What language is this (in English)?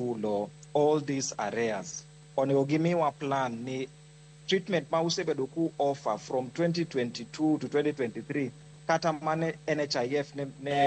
Luo (Kenya and Tanzania)